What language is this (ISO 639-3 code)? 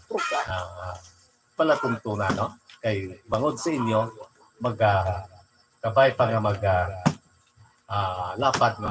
hil